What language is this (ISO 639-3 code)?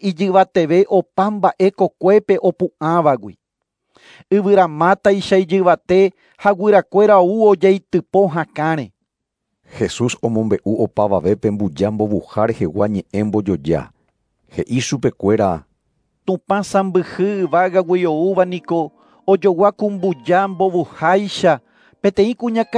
grn